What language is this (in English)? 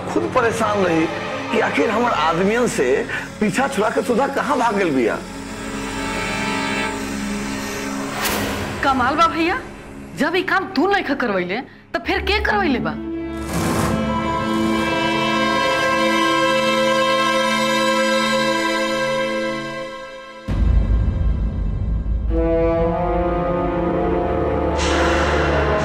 Bhojpuri